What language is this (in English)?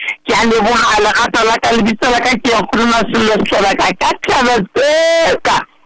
Southern Sotho